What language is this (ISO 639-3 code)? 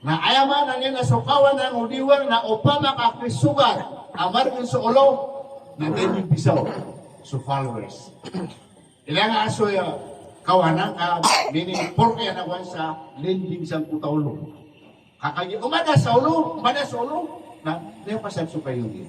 mrw